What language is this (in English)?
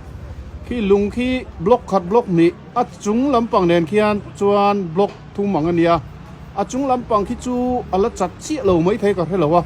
Mizo